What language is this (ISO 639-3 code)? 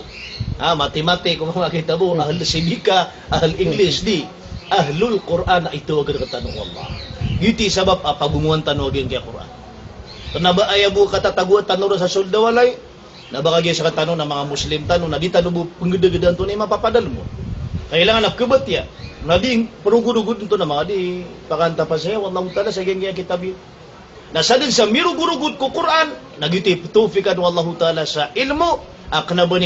mrw